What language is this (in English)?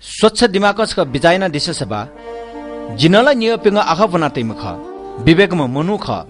Newari